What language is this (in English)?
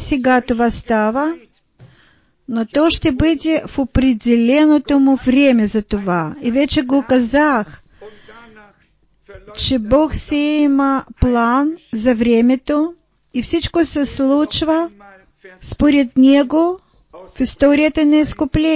Bulgarian